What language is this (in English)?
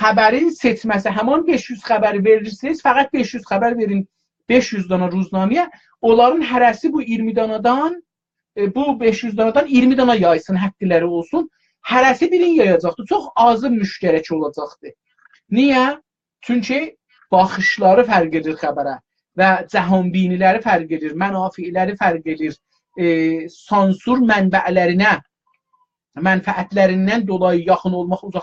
South Azerbaijani